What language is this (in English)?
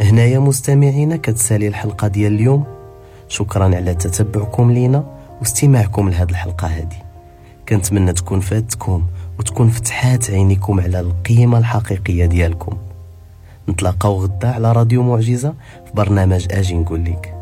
Moroccan Arabic